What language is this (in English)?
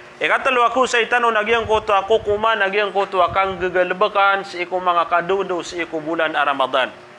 Maranao